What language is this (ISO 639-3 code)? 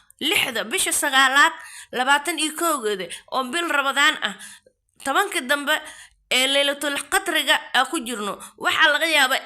som